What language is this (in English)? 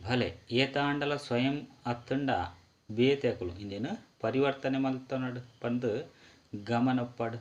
Tulu